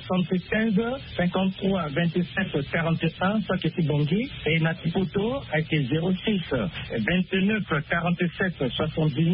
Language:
Sango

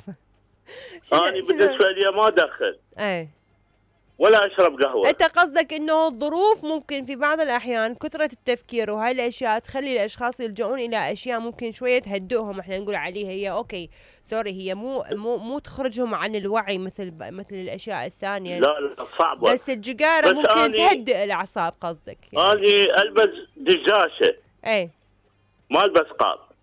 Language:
Mesopotamian Arabic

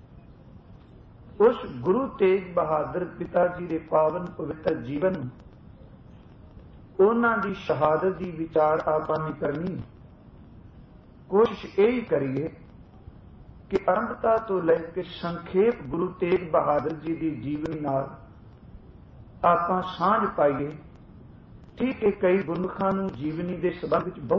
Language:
Punjabi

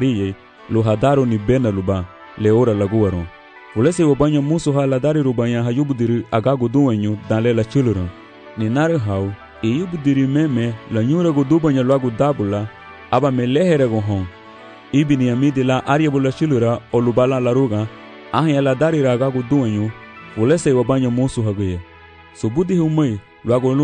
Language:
Garifuna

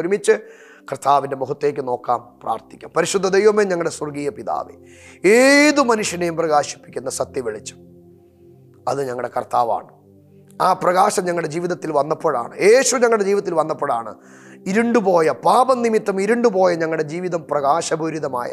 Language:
Malayalam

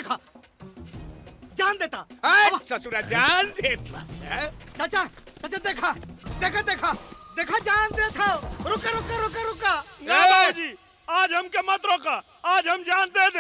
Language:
Bhojpuri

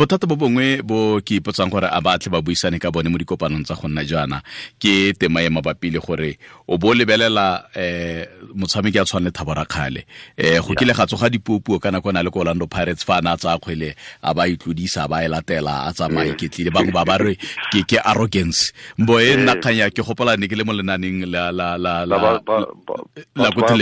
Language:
Tswana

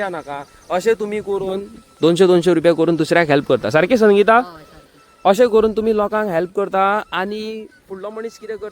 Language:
Konkani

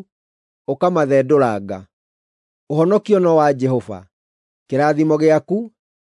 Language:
Kikuyu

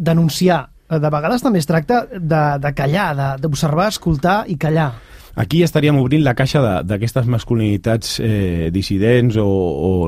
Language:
Catalan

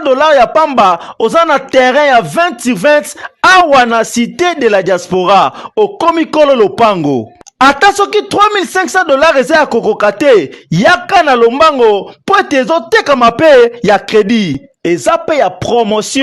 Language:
Lingala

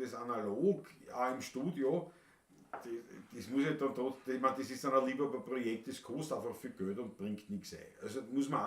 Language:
Bavarian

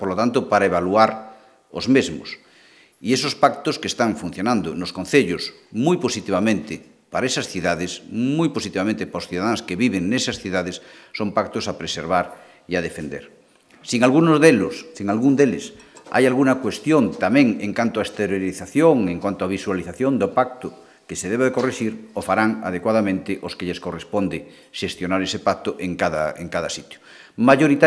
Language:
Galician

